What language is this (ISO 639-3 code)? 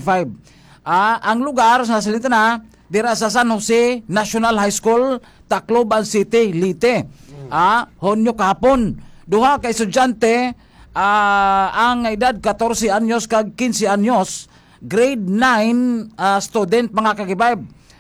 hil